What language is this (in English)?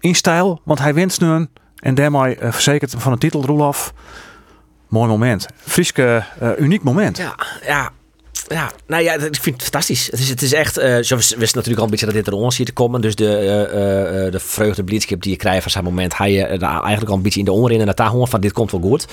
Western Frisian